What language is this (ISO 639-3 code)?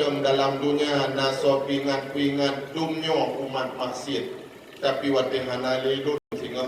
ace